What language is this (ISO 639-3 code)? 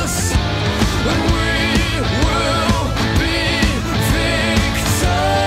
fao